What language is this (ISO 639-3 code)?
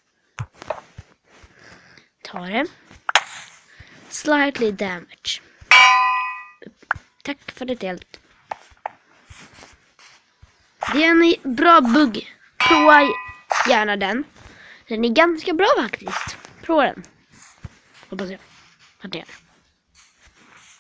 swe